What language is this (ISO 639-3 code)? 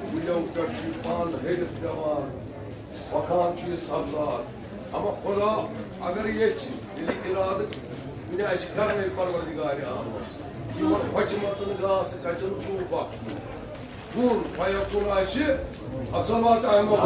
kas